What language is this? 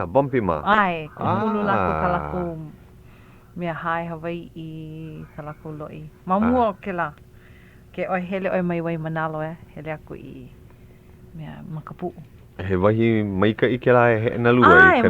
Hawaiian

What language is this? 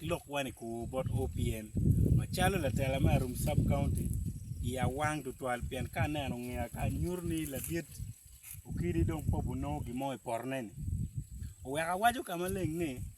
Acoli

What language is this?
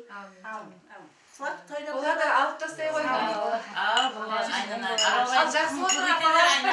Kara-Kalpak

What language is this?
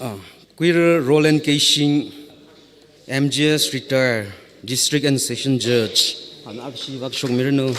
Tangkhul Naga (India)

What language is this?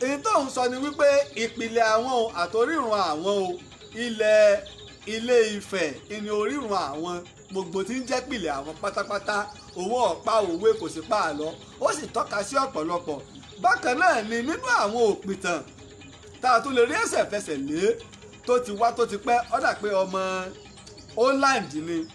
Yoruba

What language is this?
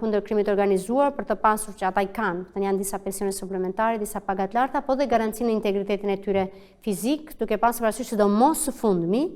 Albanian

